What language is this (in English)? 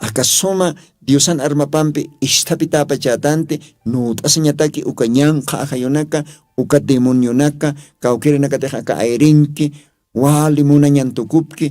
Aymara